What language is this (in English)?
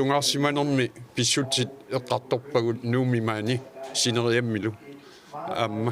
Kalaallisut